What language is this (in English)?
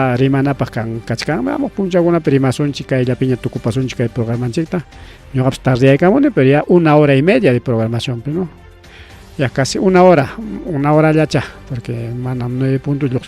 Ayacucho Quechua